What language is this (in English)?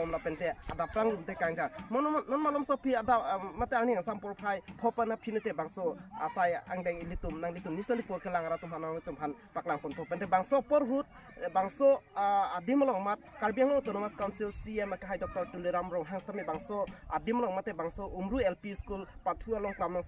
Karbi